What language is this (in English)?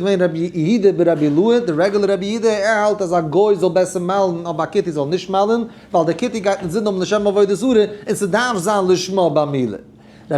Yiddish